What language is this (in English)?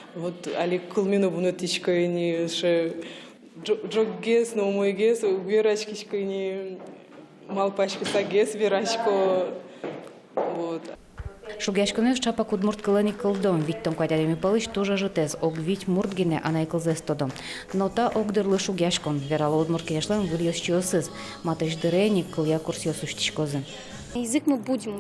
Udmurt